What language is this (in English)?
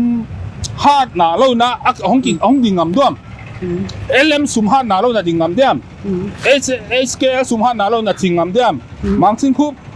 Paite Chin